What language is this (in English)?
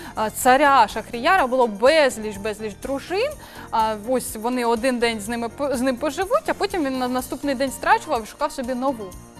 Ukrainian